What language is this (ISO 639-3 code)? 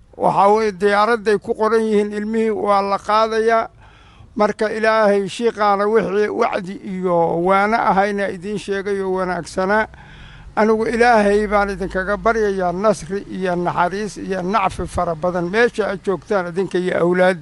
som